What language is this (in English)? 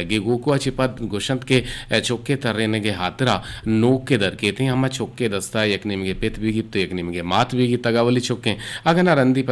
Eastern Balochi